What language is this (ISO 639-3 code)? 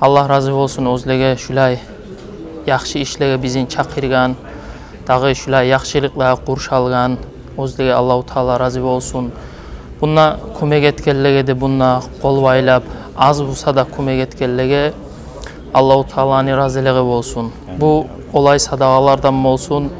kum